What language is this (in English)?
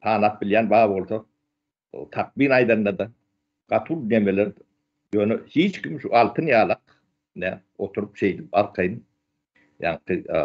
Turkmen